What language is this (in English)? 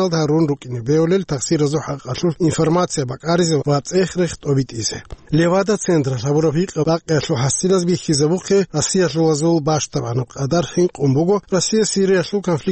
Avaric